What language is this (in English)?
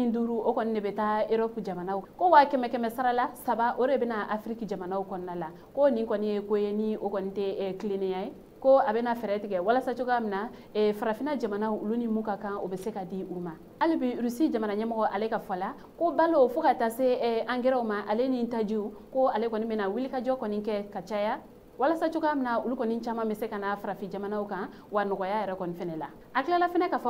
Bambara